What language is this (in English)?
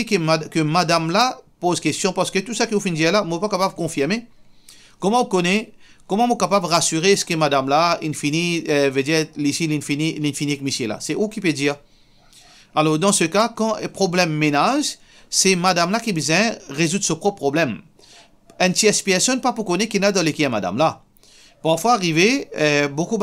Morisyen